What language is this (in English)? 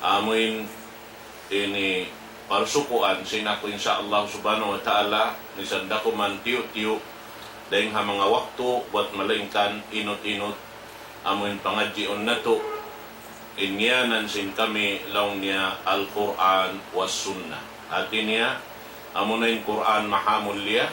Tausug